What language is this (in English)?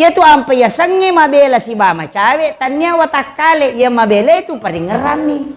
Buginese